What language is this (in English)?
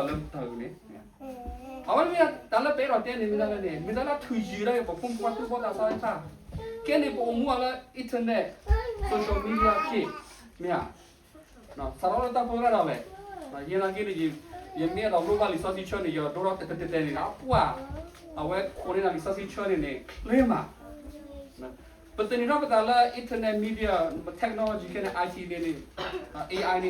S'gaw Karen